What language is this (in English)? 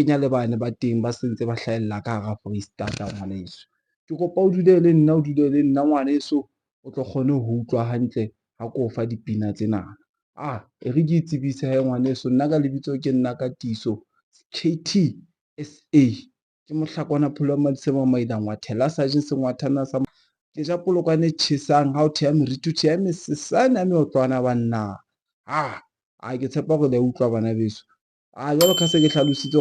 Southern Sotho